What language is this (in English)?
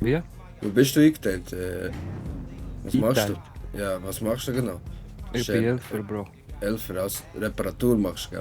Swiss German